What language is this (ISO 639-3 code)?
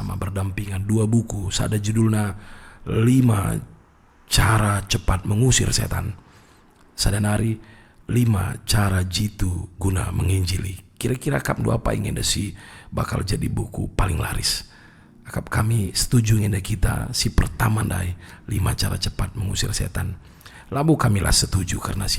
btx